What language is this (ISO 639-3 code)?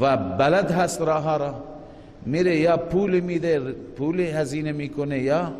fas